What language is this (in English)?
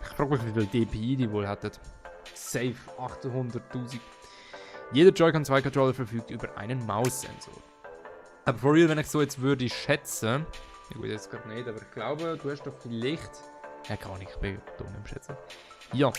Swiss German